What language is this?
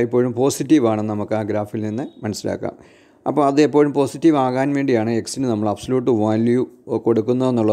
Malayalam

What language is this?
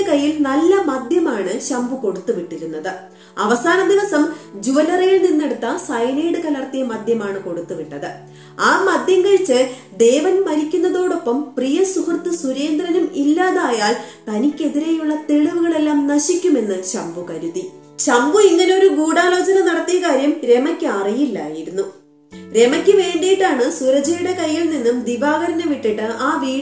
Malayalam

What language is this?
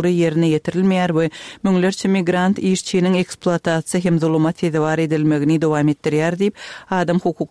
Turkmen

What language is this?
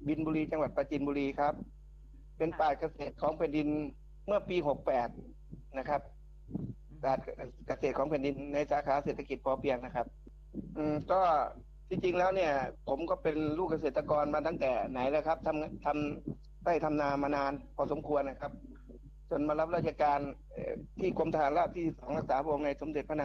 Thai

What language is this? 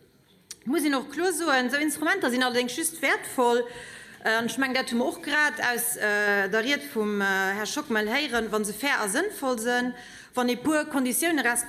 Luxembourgish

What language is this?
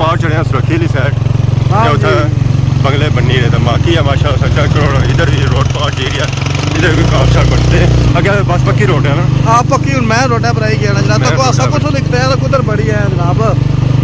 Pahari-Potwari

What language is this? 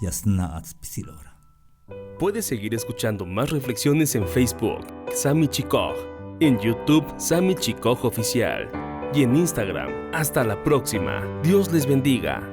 Tzeltal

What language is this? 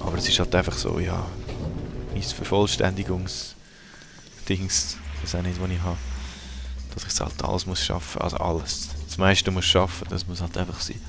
Swiss German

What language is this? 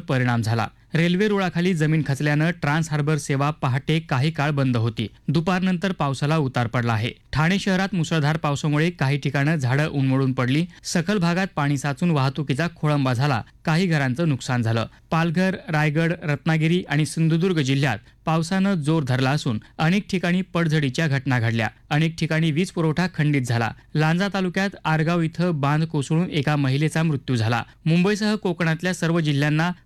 Marathi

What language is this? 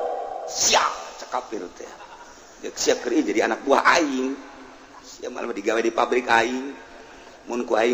Sundanese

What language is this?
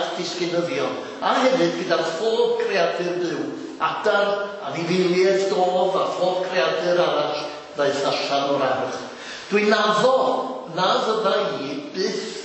Welsh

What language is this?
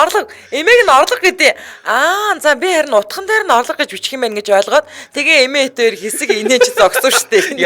Mongolian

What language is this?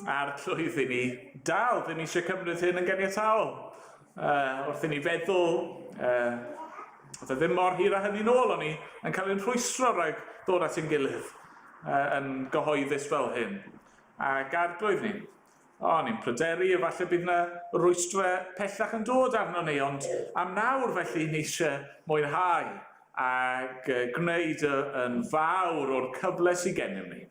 Welsh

